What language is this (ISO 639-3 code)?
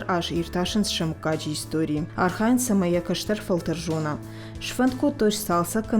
oss